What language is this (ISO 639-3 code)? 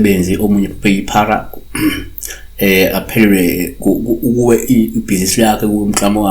zul